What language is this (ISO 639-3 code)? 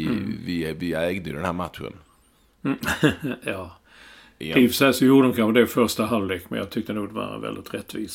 swe